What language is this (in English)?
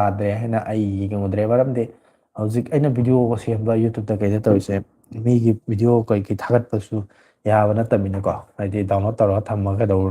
Manipuri